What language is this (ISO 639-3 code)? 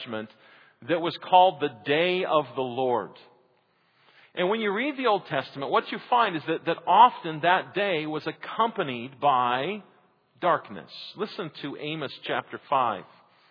eng